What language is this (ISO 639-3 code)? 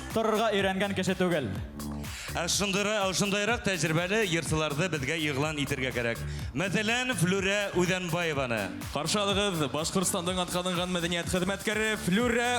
bak